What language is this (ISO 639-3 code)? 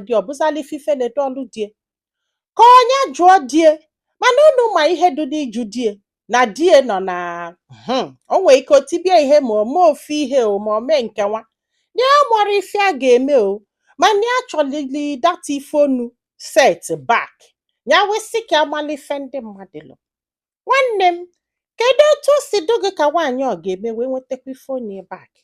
ibo